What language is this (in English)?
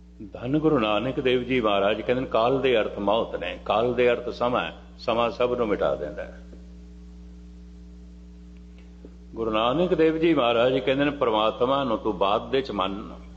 Punjabi